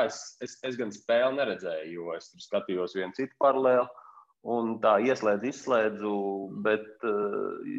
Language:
Latvian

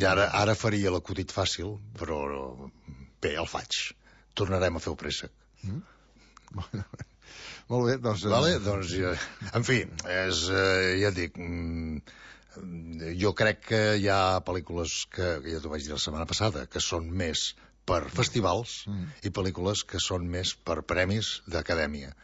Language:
Catalan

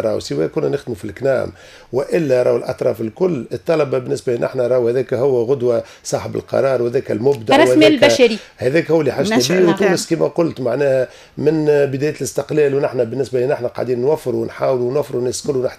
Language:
Tunisian Arabic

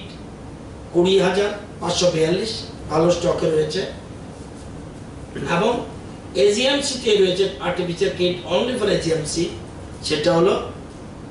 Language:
Bangla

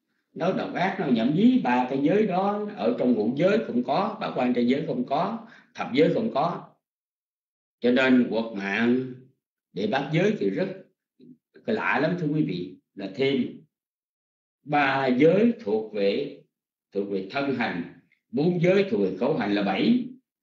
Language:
Vietnamese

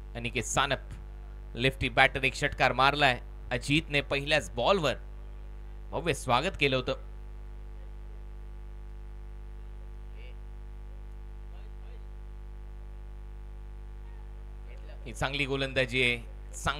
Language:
Marathi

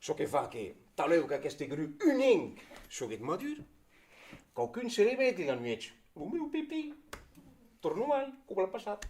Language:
Occitan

